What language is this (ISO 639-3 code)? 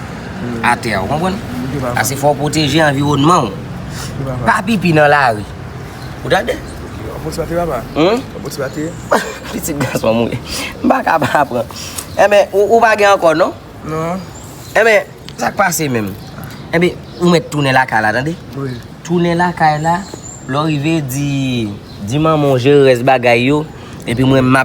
hat